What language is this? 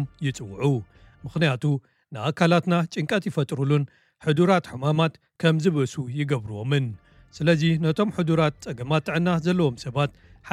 Tigrinya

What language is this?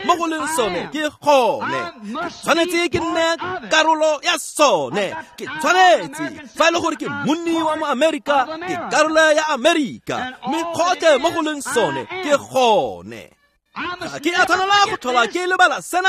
Tswana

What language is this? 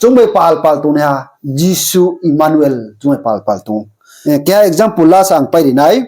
Riang (India)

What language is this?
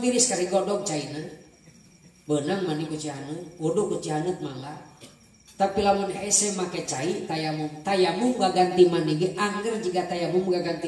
Sundanese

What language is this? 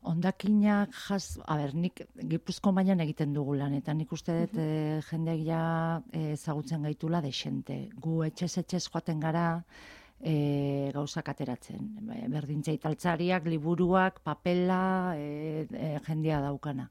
Basque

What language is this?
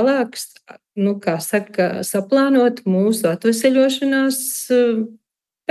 Latvian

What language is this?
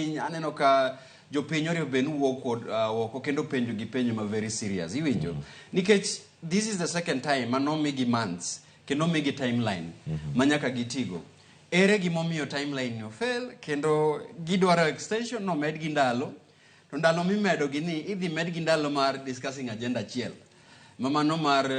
Luo (Kenya and Tanzania)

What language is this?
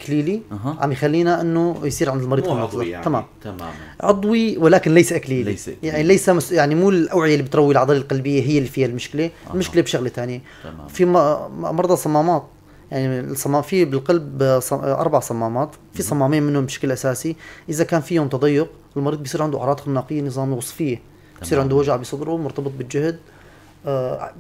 North Levantine Arabic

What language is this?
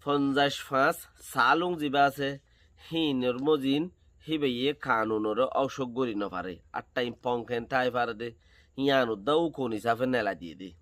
Rohingya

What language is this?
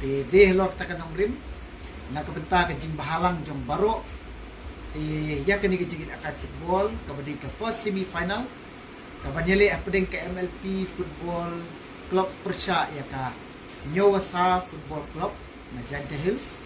Khasi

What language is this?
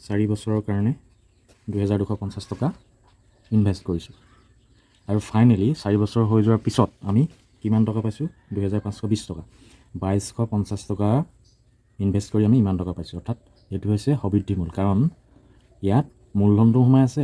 Assamese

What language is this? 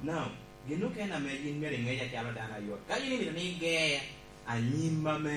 Lango (Uganda)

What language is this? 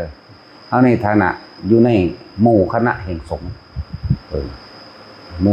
Northeastern Thai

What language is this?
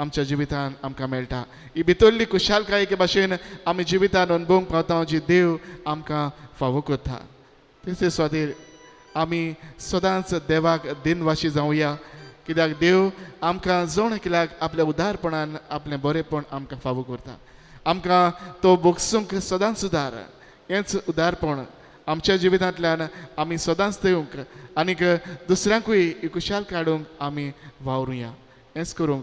Konkani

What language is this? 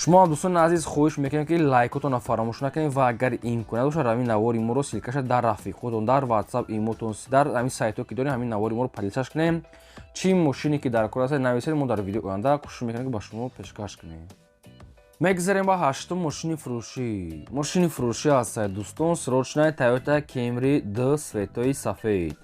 Tajik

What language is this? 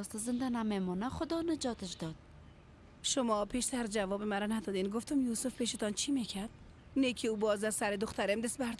Persian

